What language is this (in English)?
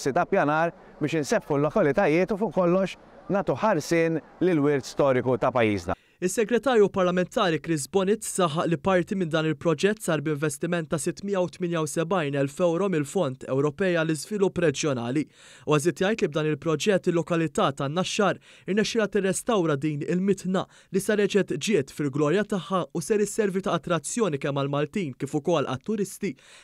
Maltese